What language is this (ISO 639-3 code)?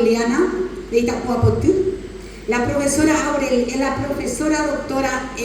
grn